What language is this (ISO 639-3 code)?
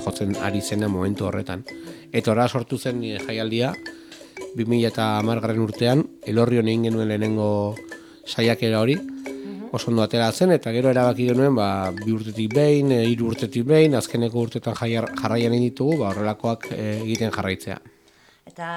eus